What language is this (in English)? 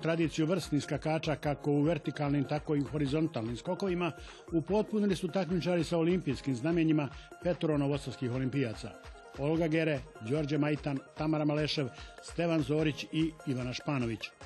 Serbian